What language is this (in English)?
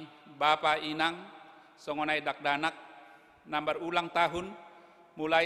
Batak Simalungun